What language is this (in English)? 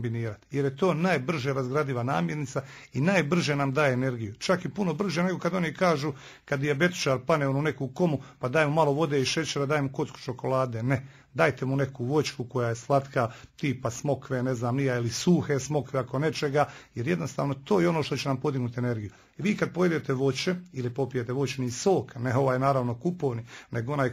Croatian